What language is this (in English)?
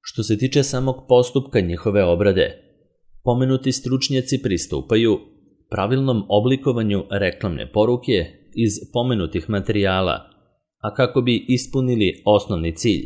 Serbian